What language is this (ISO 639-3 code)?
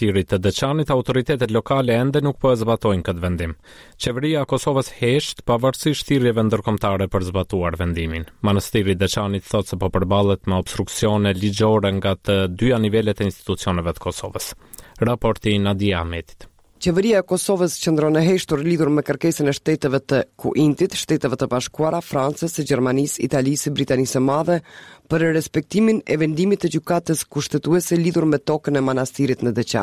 sqi